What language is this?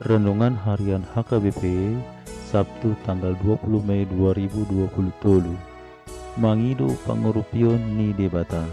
Batak Toba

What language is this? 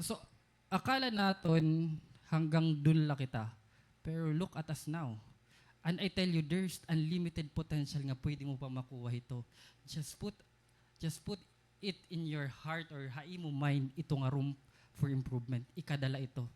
Waray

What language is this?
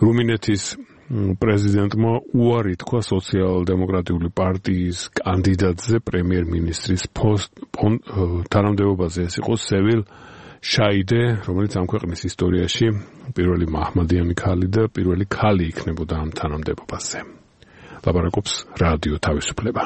Georgian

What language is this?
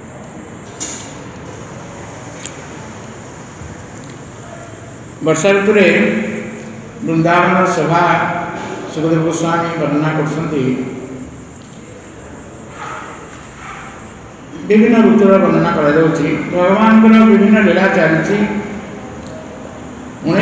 Odia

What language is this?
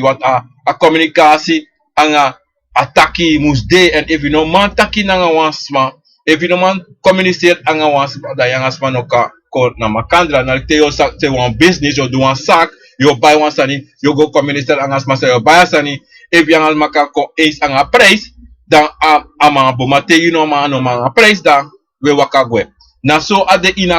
Sranan Tongo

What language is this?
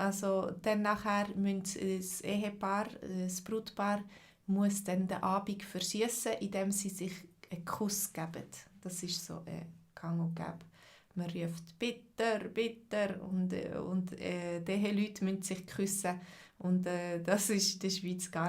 Swiss German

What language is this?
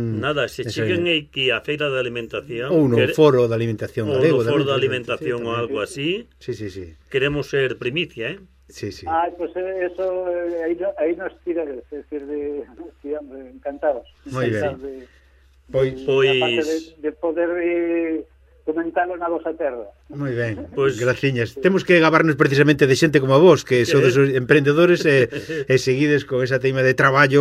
Galician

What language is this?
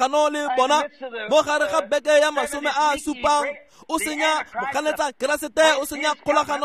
Tswana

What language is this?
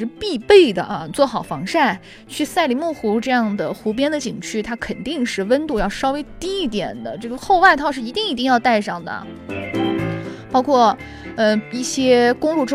Chinese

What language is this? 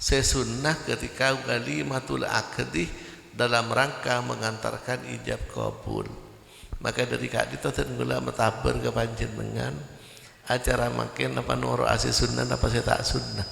Madurese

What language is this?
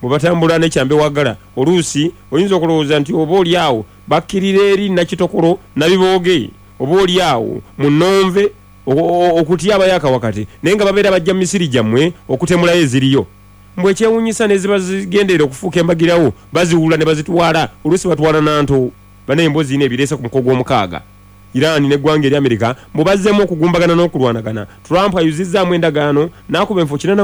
Ganda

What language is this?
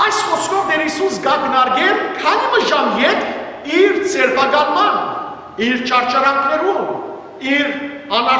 Western Armenian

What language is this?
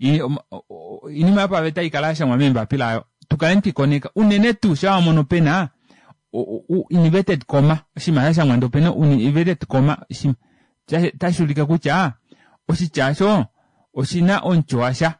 Kuanyama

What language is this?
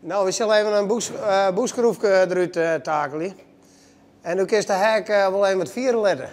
Western Frisian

